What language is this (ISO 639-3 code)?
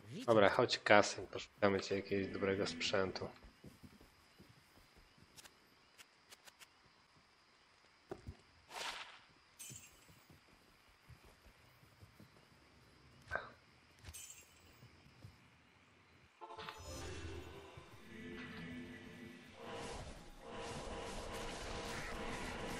pol